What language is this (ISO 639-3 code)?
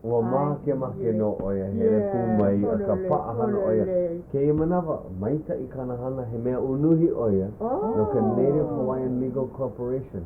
haw